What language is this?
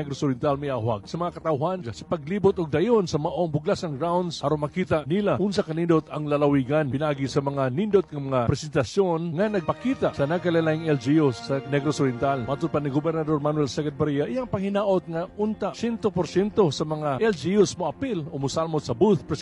Cebuano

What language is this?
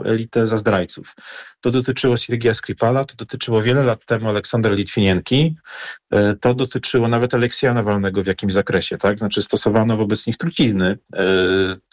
Polish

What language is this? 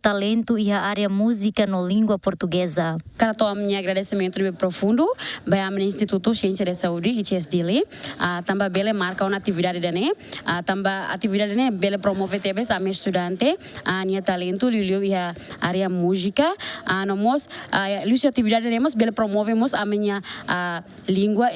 Tetum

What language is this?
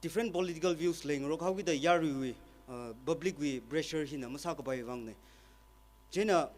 Tangkhul Naga (India)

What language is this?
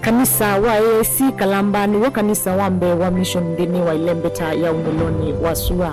Kamba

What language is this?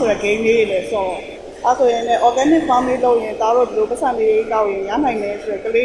Burmese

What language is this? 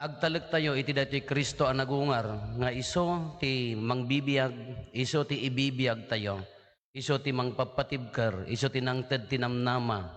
Iloko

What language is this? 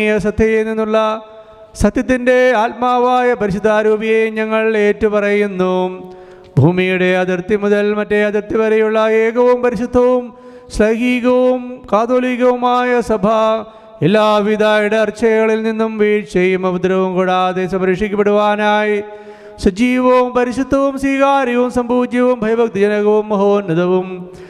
Malayalam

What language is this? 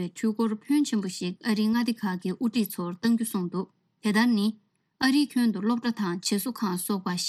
Tibetan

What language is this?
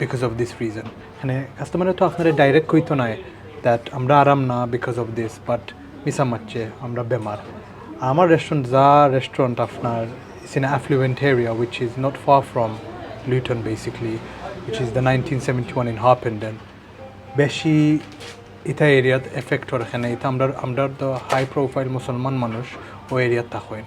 Sylheti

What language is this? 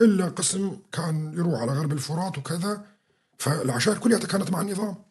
North Levantine Arabic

